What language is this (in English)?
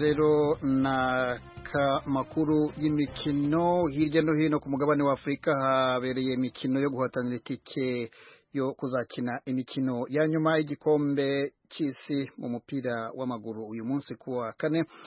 Kinyarwanda